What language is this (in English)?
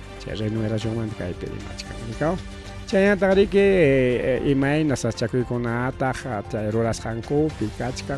Ayacucho Quechua